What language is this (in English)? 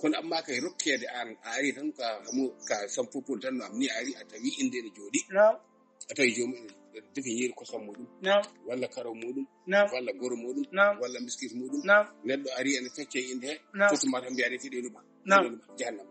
Fula